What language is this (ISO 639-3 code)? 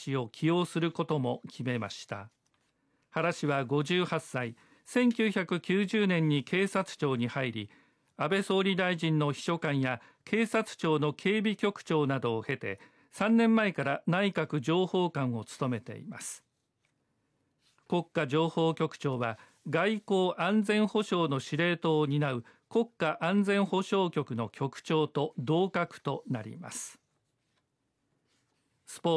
jpn